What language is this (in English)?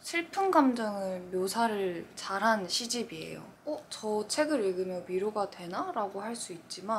Korean